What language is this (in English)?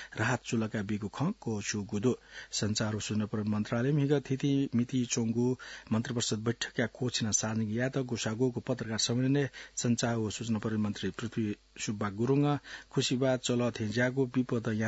Newari